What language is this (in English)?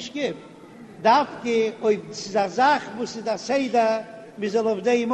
Yiddish